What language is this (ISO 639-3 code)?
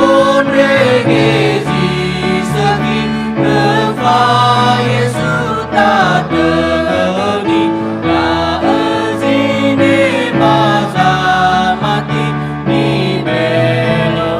nia